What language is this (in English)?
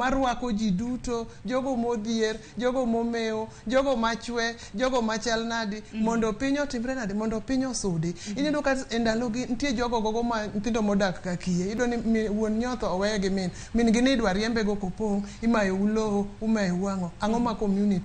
Luo (Kenya and Tanzania)